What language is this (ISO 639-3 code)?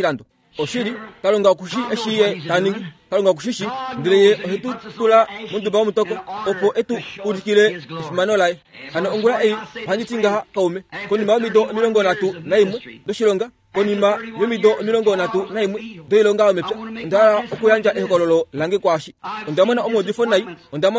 kua